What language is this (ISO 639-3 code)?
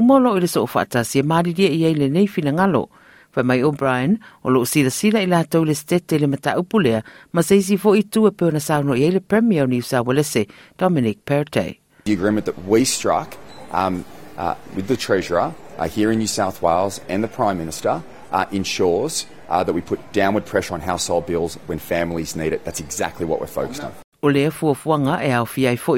smo